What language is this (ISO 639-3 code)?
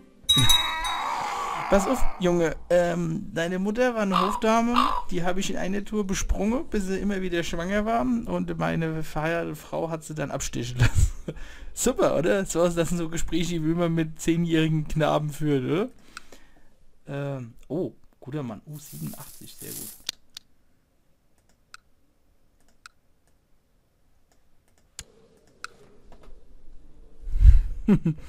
deu